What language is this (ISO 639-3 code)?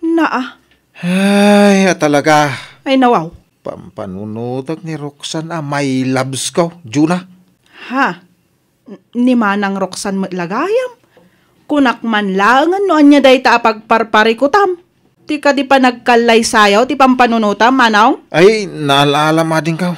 ilo